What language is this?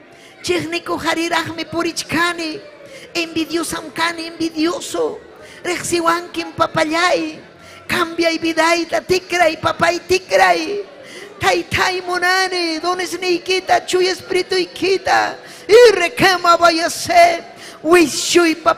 Ayacucho Quechua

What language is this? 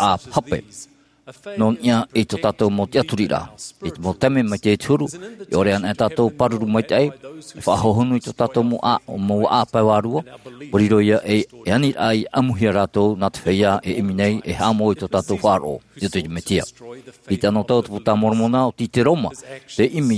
Tahitian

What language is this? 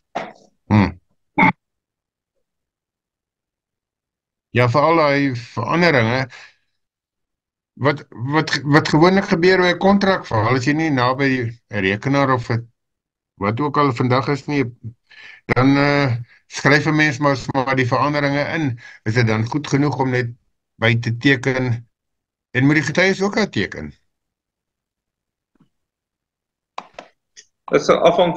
Afrikaans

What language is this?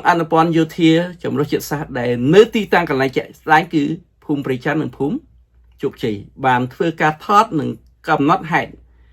Khmer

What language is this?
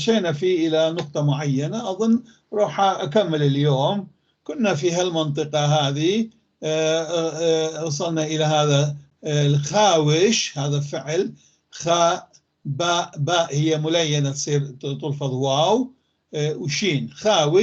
North Levantine Arabic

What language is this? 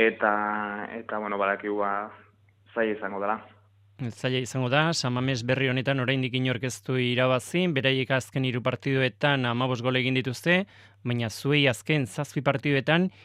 Basque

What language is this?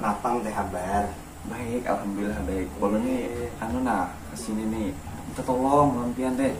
Banjar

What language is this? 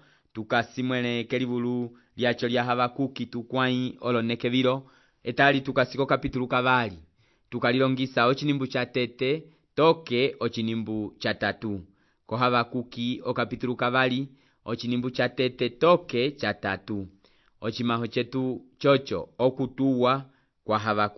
Umbundu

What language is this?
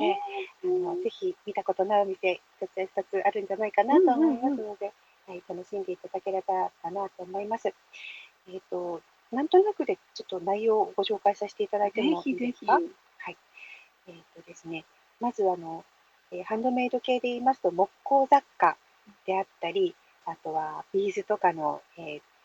Japanese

